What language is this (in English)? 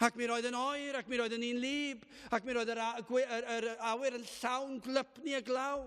Welsh